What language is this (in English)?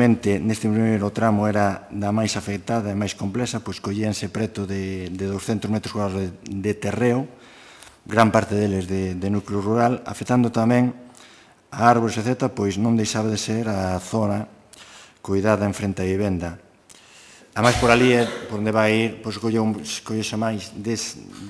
Galician